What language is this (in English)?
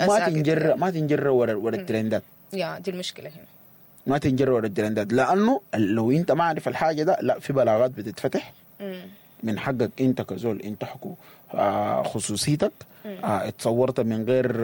Sudanese Arabic